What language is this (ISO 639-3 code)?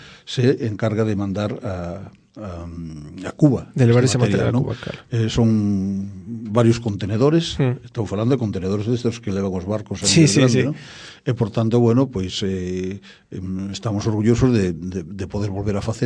glg